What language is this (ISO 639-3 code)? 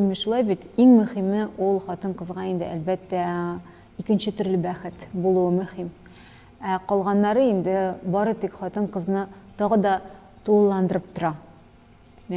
tat